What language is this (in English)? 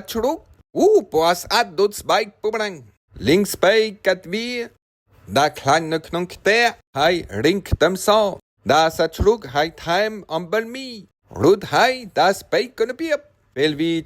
Khmer